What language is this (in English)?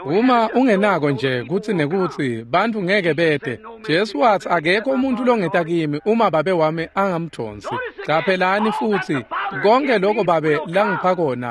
Swati